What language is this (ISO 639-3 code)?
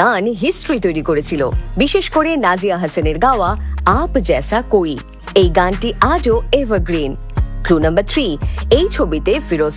ben